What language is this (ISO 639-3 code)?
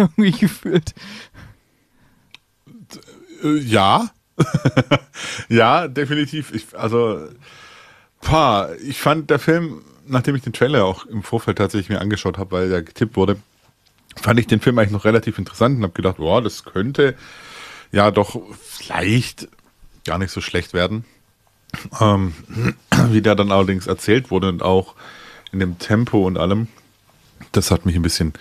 deu